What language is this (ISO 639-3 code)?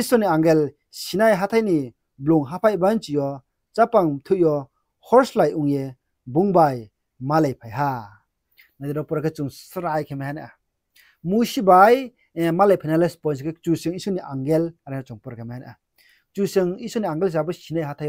ria